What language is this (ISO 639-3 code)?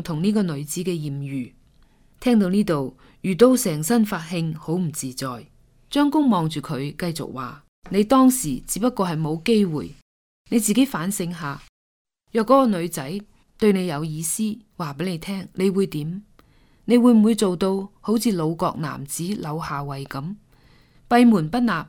yue